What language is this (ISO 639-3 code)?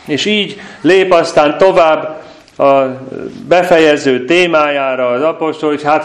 hun